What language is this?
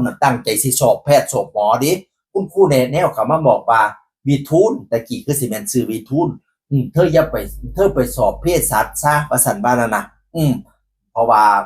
Northeastern Thai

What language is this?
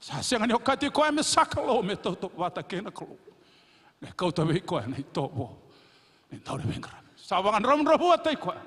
Fijian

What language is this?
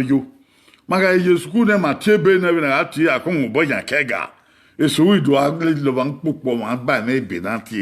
Bini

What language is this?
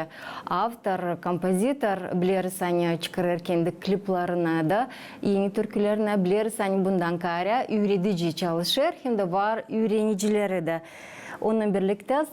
Gagauz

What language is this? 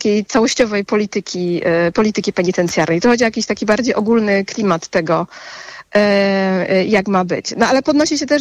Polish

